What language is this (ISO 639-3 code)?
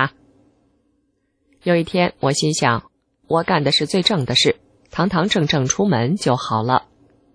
zho